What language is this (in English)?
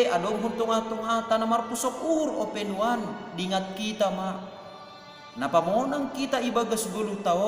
Batak Simalungun